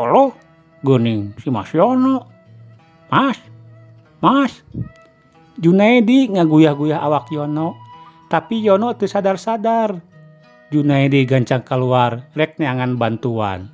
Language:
Sundanese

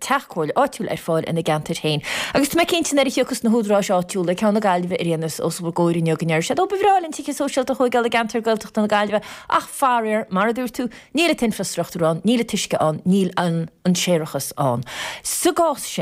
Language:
Irish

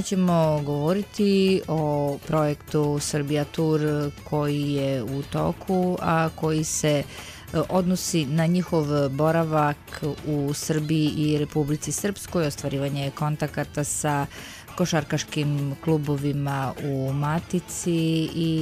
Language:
Serbian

